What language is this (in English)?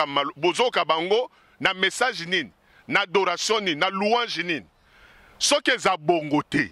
Lingala